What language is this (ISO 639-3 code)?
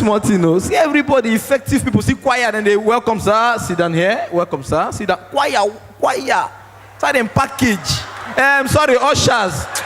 pcm